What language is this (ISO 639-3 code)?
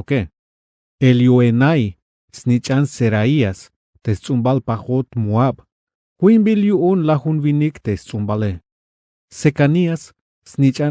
tzh